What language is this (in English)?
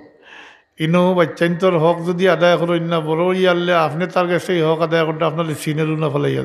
Sylheti